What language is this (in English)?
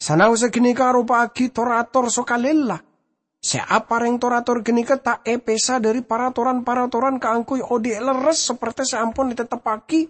Madurese